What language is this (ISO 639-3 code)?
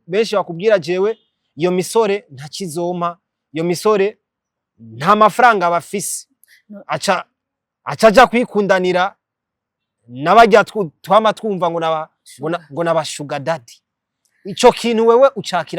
run